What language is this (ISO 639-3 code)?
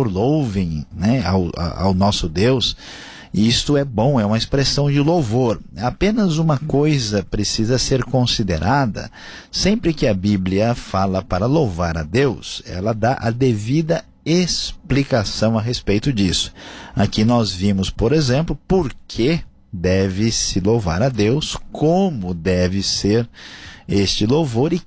por